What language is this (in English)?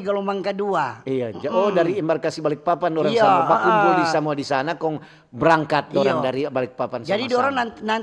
Manado Malay